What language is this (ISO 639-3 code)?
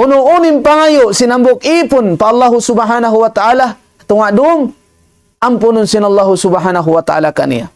tsg